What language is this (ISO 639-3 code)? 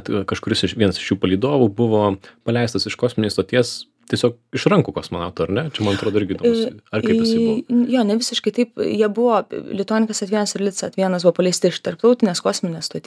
lit